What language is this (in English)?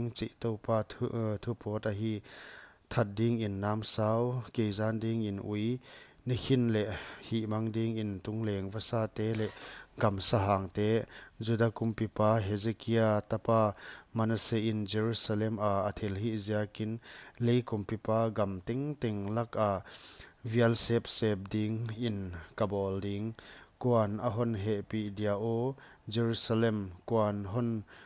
Paite Chin